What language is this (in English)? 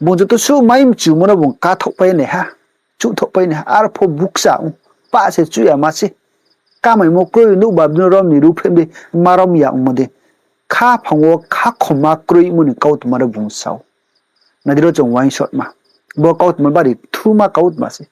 Riang (India)